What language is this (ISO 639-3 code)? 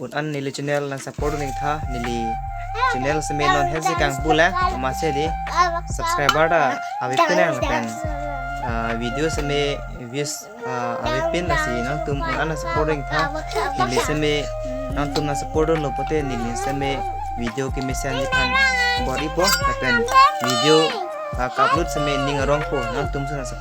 mjw